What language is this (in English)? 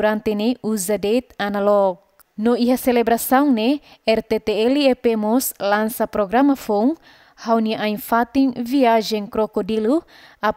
Tetum